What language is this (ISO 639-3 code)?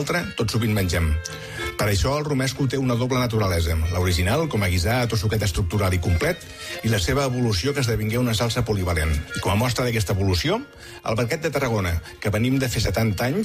cat